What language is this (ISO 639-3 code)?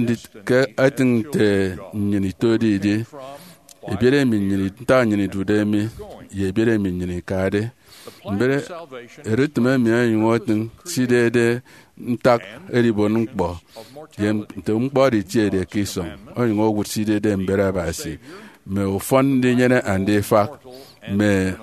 efi